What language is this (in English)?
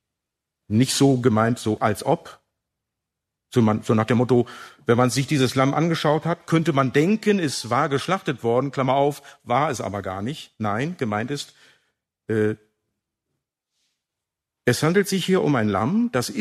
German